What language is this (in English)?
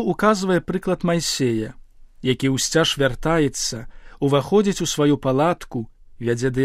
Belarusian